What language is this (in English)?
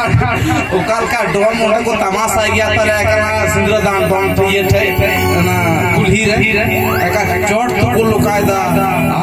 Santali